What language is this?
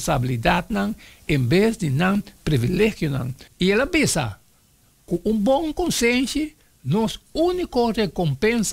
Papiamento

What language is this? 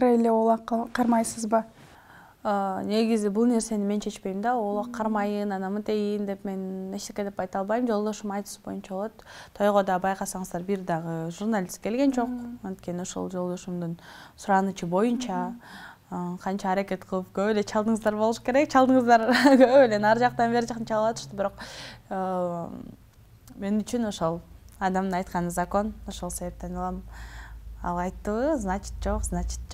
Kyrgyz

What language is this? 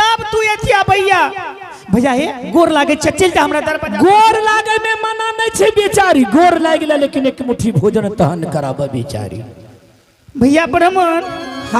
Angika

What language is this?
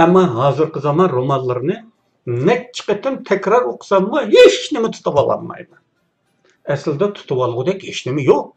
Uyghur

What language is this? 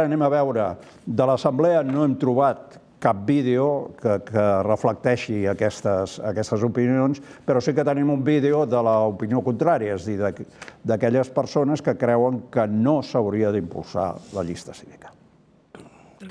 Catalan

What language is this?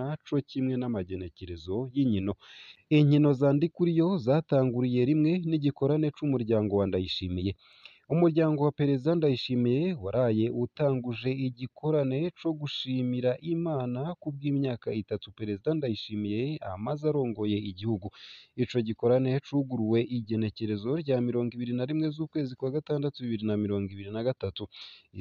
Rundi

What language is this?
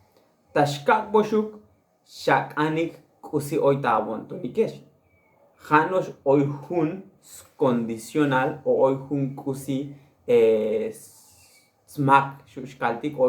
Tzotzil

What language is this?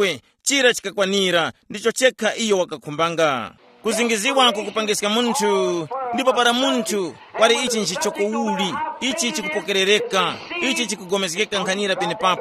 Tumbuka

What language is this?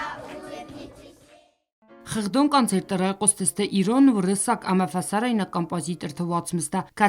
Ossetic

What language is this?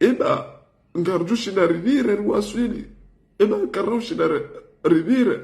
Ngazidja Comorian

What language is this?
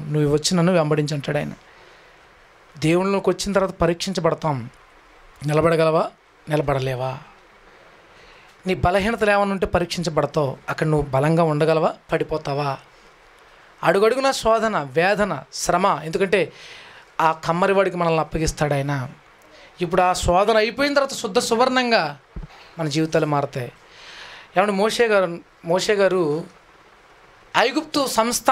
Telugu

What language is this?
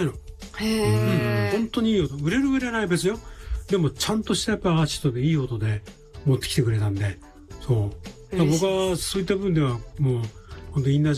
Japanese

